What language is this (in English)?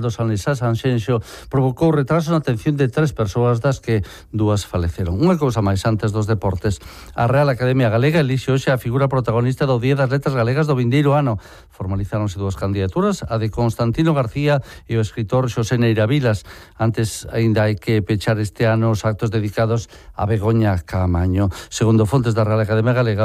Galician